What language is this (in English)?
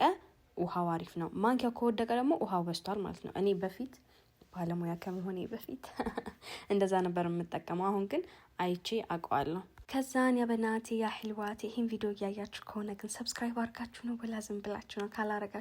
Amharic